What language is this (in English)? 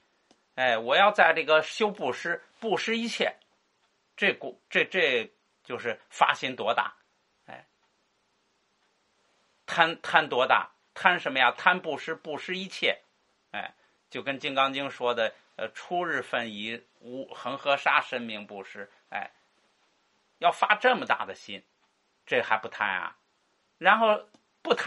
Chinese